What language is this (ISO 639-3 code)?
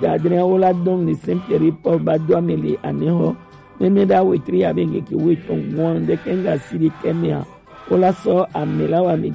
gej